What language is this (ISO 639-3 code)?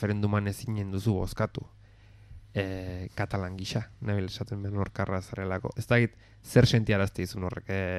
eus